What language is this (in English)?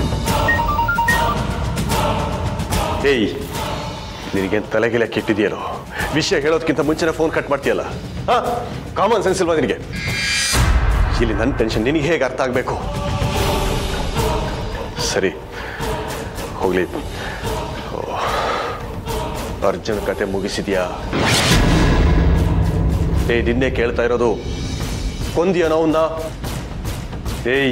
Kannada